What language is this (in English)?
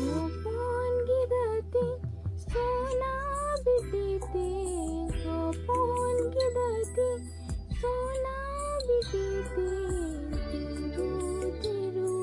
Santali